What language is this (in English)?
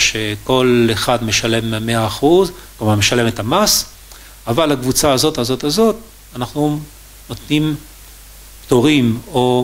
Hebrew